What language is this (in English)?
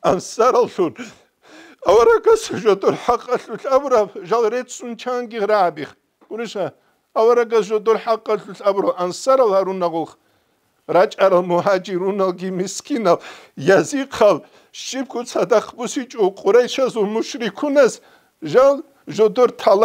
Avaric